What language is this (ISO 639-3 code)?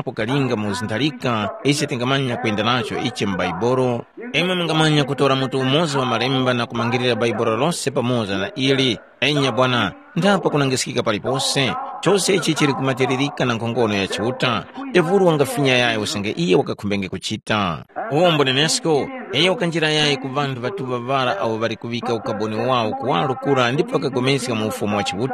tum